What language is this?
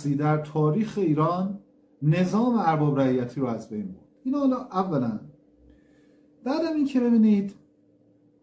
Persian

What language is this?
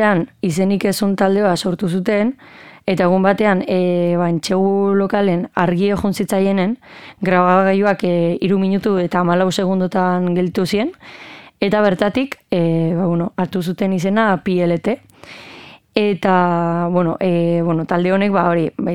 Basque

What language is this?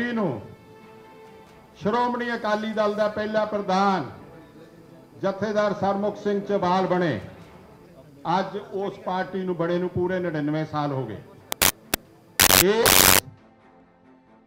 Punjabi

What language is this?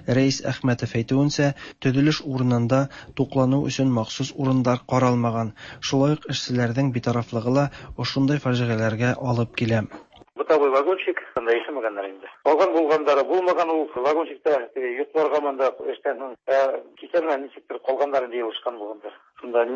Tatar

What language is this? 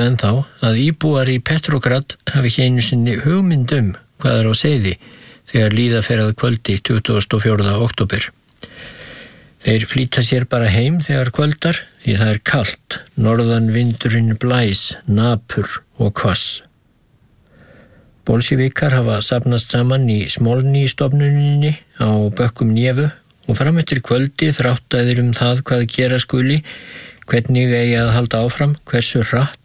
Icelandic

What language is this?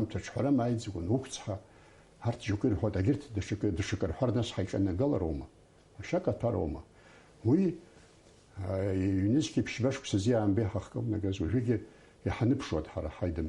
Abkhazian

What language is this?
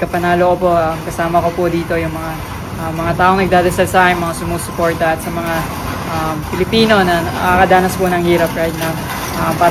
Filipino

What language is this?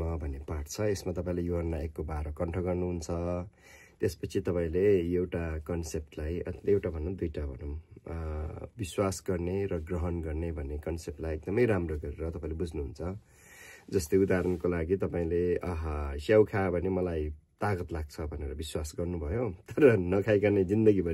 Nepali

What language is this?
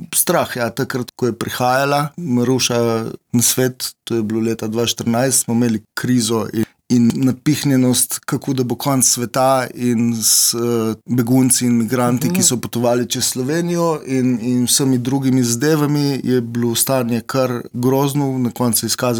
Slovenian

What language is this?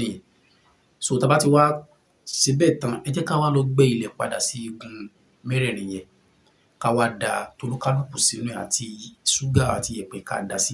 Yoruba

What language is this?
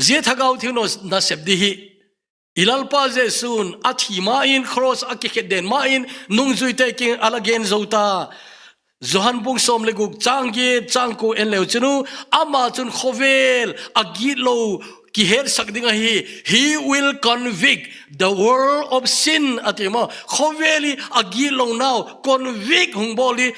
Thado Chin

